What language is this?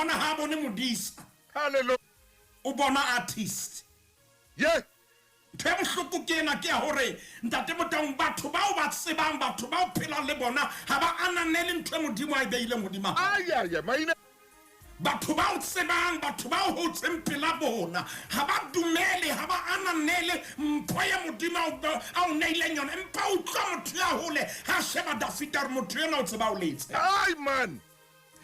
Southern Sotho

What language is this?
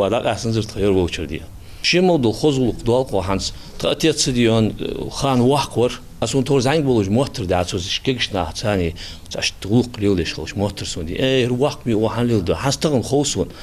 Ingush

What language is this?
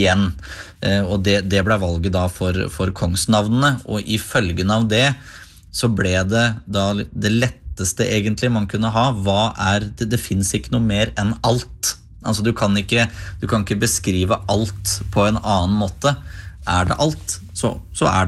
Norwegian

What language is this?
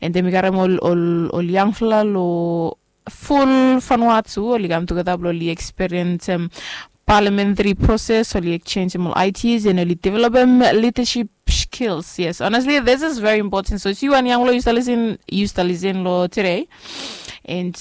Bislama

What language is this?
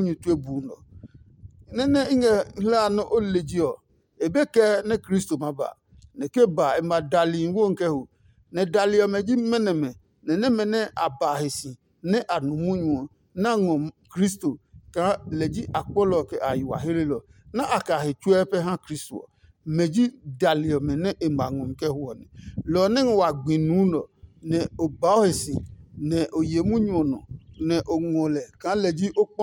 Adangme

